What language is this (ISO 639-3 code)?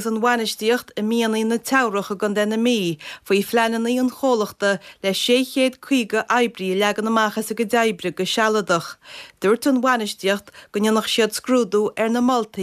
gle